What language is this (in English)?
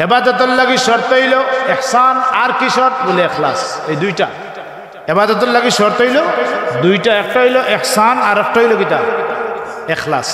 Sylheti